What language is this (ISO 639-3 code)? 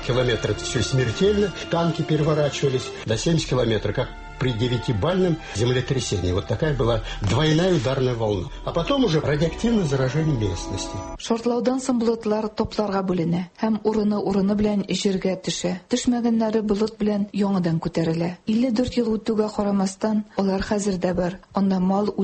tat